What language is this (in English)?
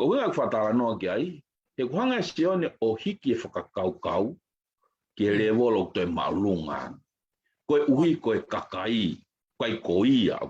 Tongan